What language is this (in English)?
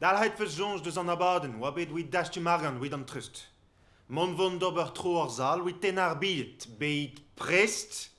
Breton